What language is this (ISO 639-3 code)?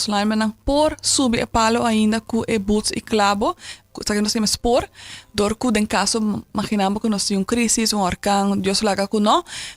pap